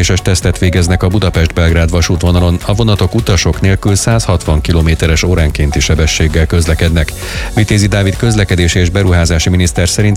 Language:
Hungarian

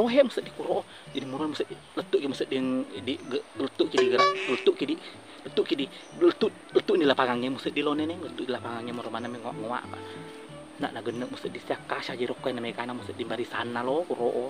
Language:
Buginese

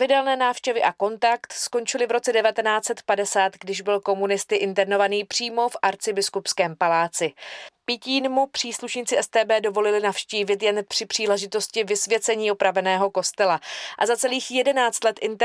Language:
Czech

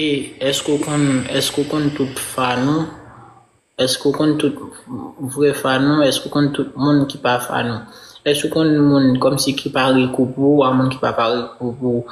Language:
Haitian Creole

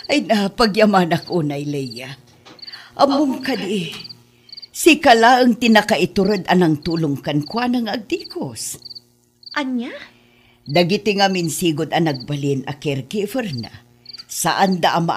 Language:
Iloko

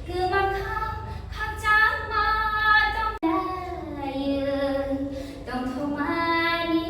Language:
Kok Borok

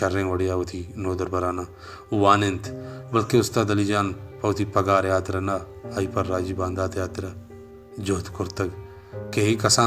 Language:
Baluchi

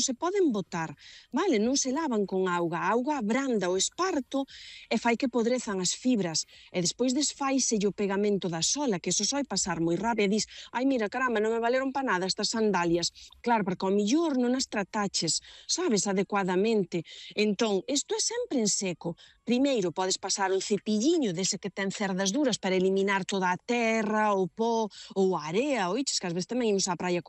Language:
Galician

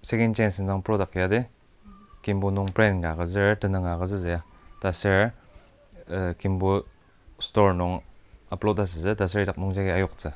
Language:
Ao Naga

